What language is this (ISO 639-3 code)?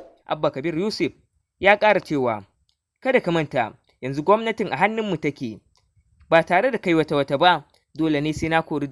hau